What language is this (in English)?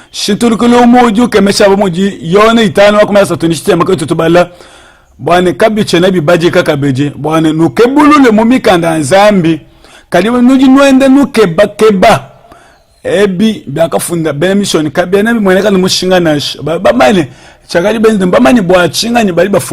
Luba-Lulua